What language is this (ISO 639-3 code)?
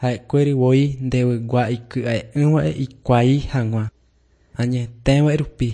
grn